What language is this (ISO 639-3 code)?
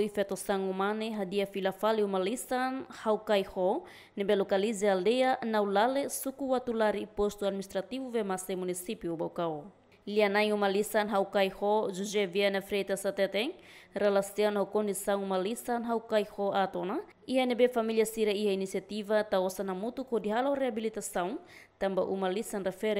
tet